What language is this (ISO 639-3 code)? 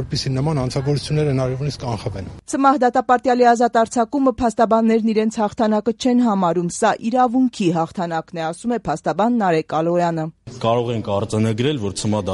hye